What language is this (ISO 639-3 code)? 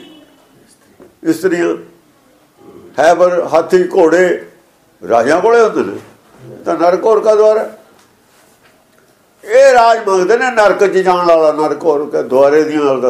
pan